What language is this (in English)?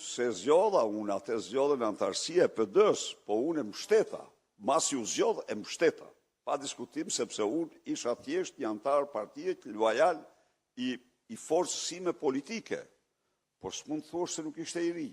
Albanian